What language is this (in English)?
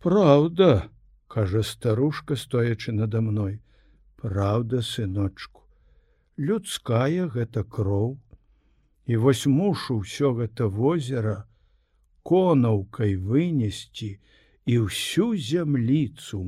Belarusian